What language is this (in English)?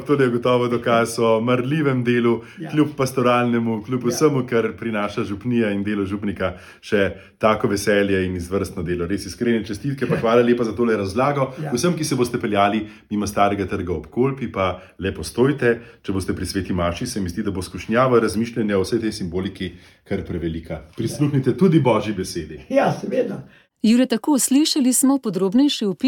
Slovenian